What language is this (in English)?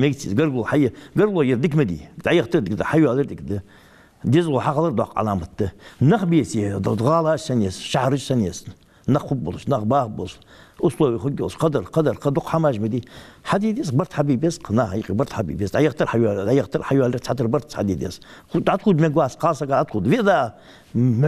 Ingush